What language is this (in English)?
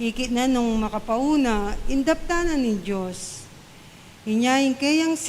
Pampanga